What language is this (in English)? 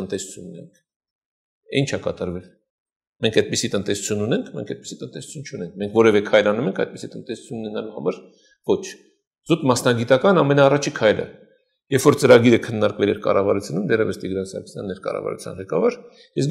Armenian